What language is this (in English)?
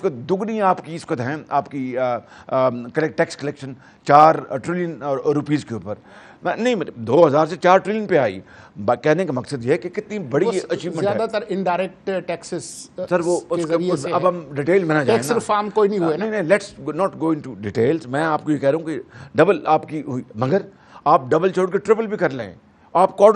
Urdu